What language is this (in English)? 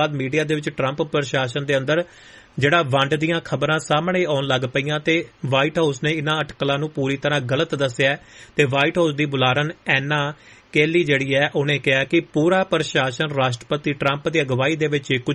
Punjabi